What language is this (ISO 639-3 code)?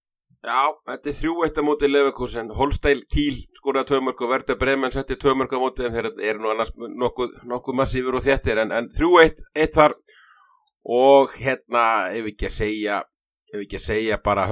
isl